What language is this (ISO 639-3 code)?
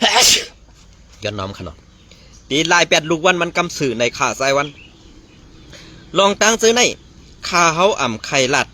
shn